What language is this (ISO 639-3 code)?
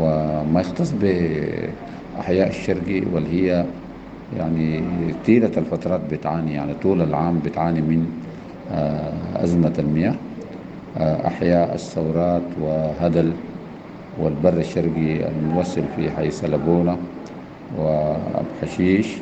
apd